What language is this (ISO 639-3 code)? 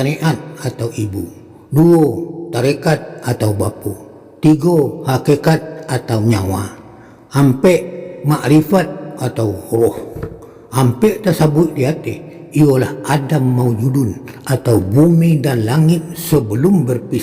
min